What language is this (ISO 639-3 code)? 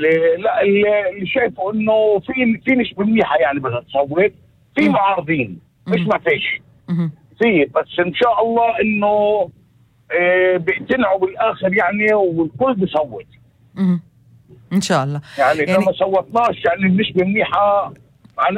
apc